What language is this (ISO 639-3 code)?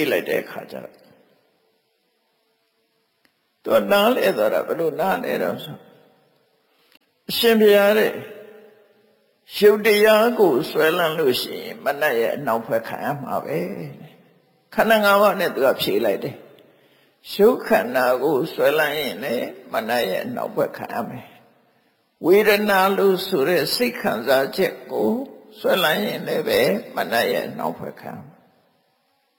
mya